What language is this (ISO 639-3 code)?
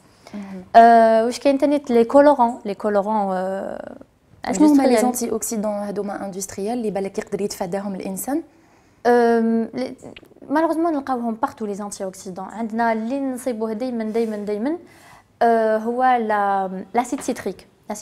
arq